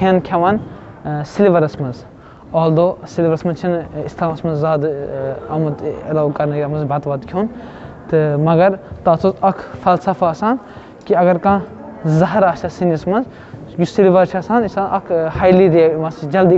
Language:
Kashmiri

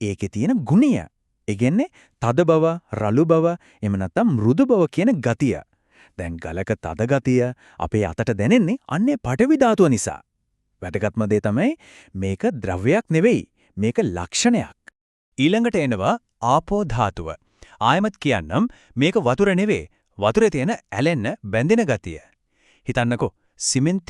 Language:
Sinhala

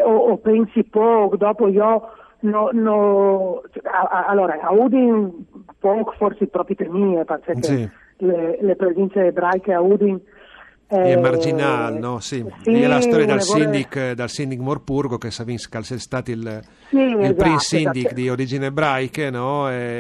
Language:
Friulian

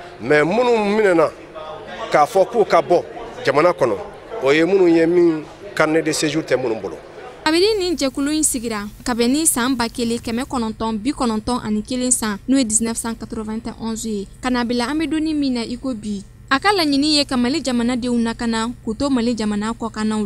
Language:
Bambara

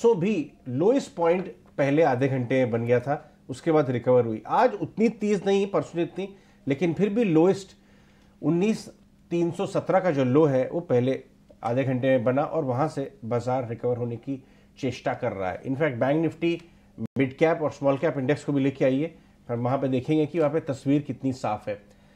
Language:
Hindi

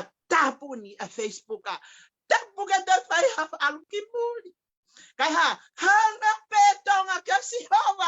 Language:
Tongan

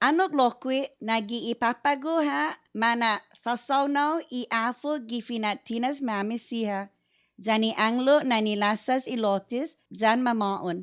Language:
Chamorro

